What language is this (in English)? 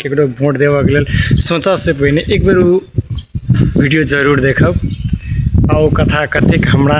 Maithili